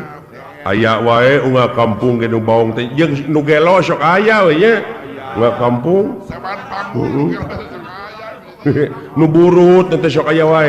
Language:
Sundanese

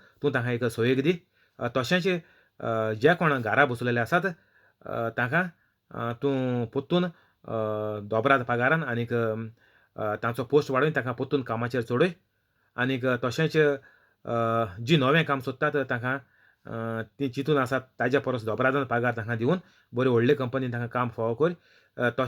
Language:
Konkani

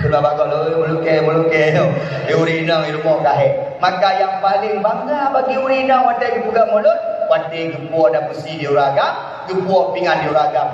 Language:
Achinese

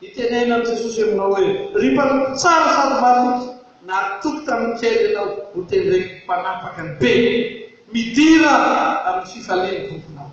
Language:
Malagasy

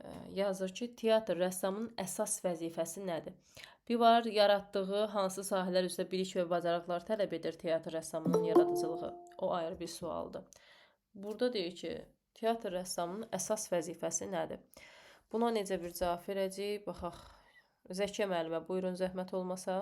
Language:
Azerbaijani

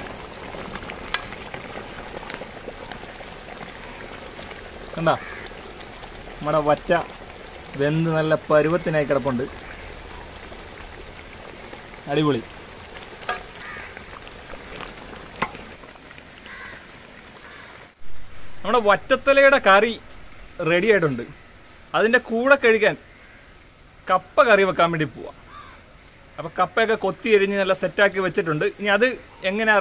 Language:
Malayalam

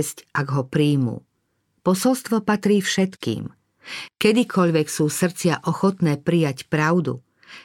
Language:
Slovak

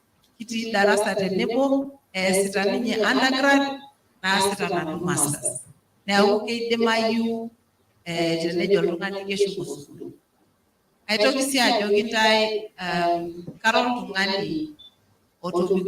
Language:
Masai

